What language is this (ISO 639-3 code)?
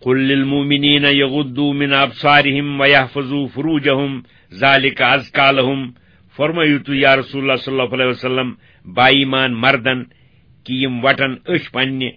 kas